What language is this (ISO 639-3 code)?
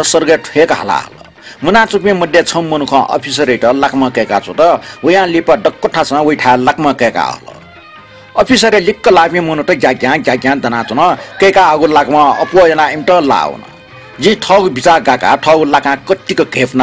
new